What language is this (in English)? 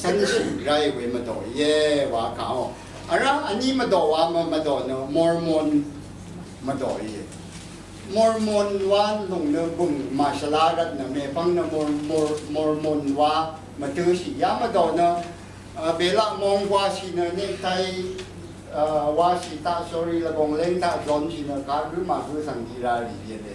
Rawang